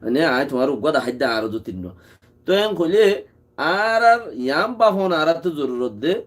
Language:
Rohingya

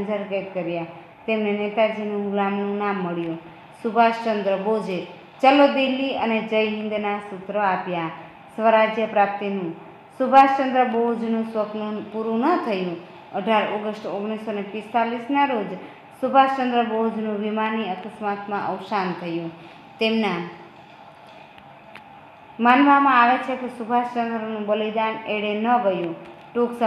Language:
Gujarati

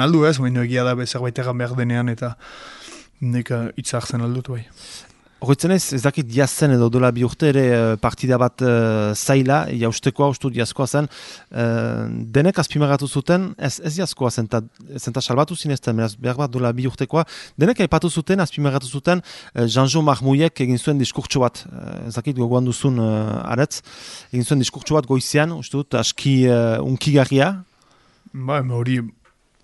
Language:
Basque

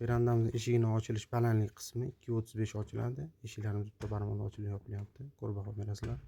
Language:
Uzbek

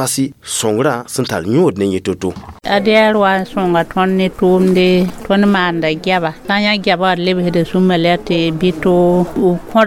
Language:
Mossi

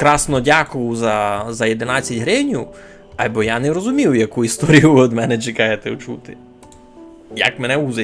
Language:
Rusyn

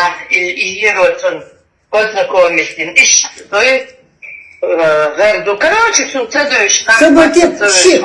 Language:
Chechen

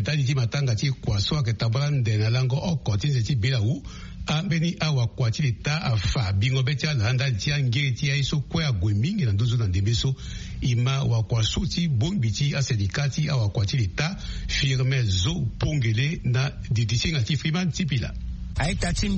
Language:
Sango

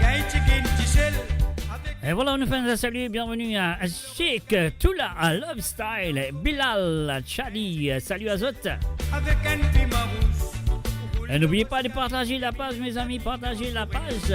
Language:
Morisyen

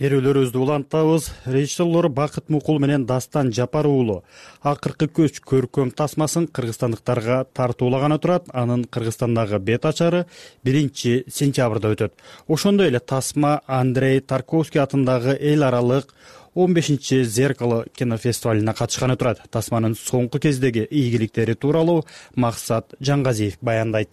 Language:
Kyrgyz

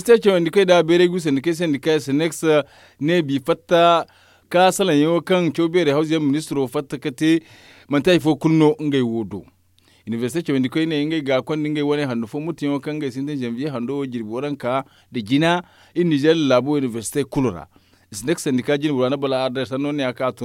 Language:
Zarma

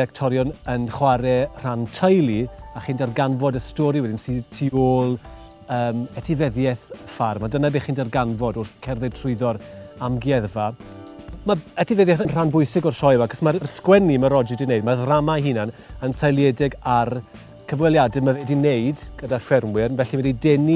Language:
Welsh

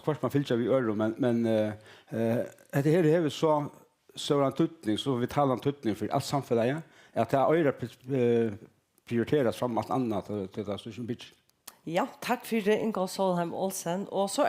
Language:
Faroese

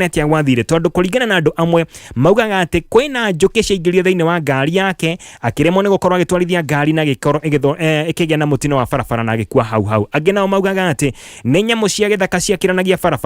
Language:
Kikuyu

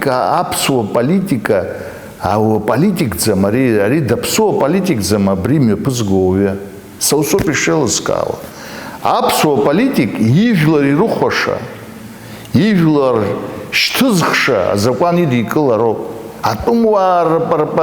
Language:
Abkhazian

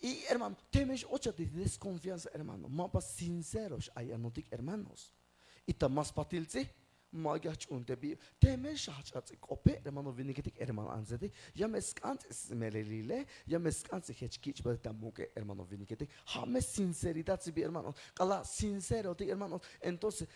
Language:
Tzeltal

